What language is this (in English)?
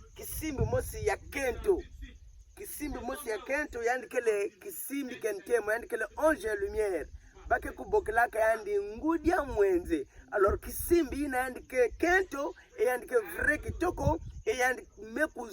Kituba (Democratic Republic of Congo)